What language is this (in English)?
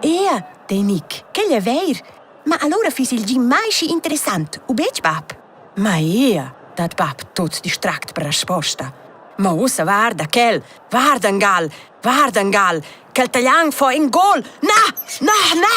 Romansh